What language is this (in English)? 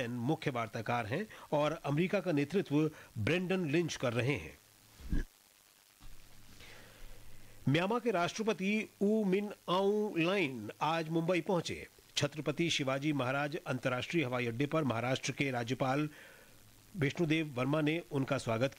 Hindi